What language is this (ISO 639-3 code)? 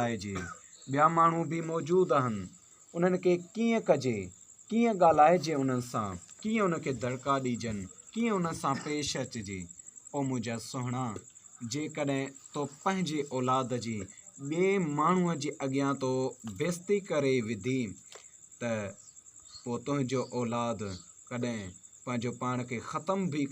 snd